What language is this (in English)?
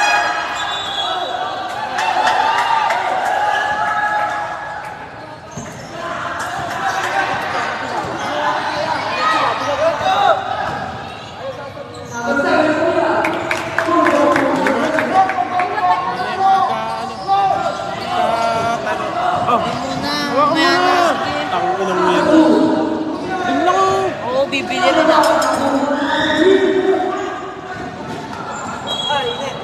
Filipino